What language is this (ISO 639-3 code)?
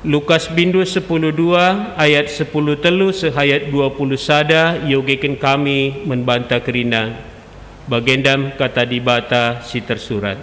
btx